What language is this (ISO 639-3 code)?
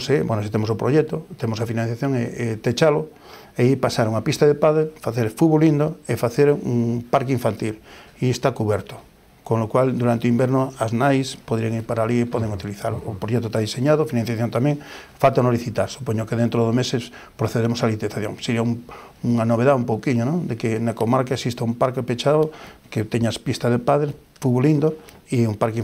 glg